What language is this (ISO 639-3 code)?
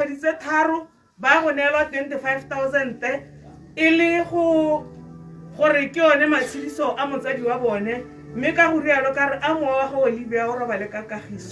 tsn